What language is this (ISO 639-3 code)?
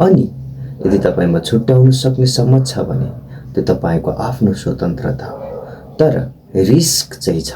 nep